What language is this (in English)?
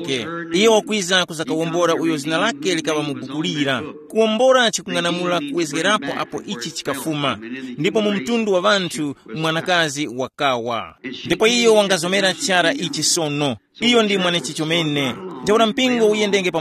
Tumbuka